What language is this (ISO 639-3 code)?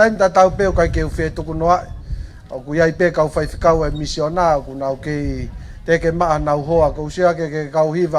ton